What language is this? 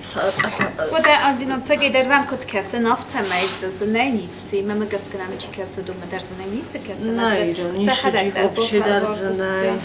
Ossetic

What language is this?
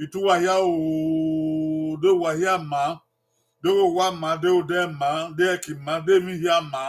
Bini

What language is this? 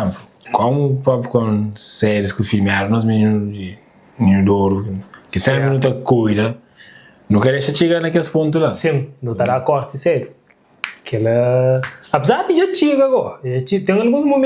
Kabuverdianu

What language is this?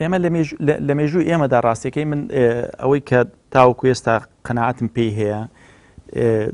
Central Kurdish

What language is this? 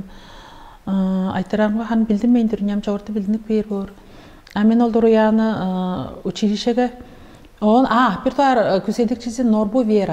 Tuvinian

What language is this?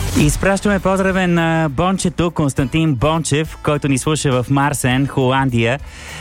Bulgarian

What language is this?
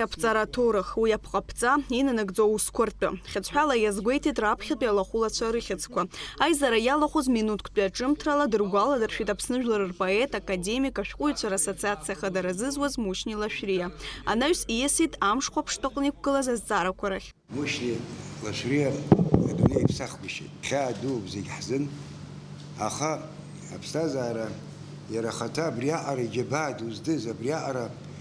Abkhazian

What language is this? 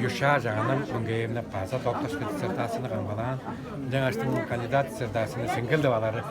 Tuvinian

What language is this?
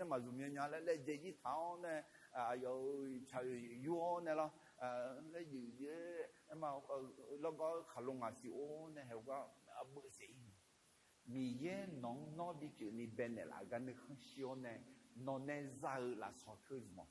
Akha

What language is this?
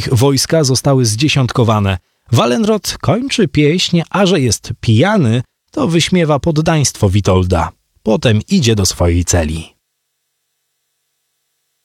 Polish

